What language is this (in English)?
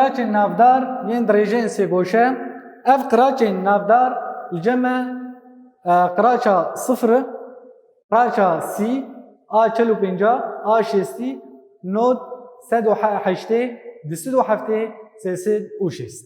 Kurdish